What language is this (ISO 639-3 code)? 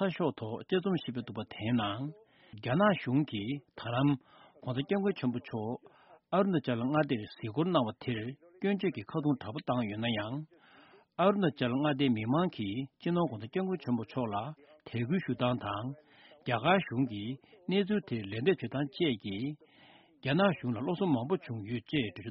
bod